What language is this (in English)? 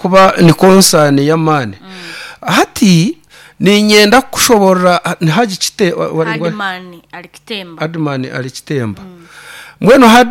Nyankole